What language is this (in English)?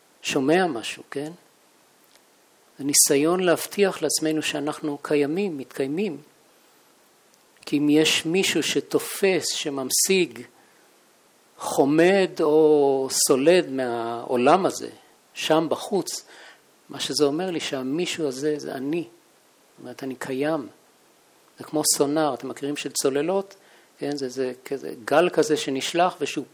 Hebrew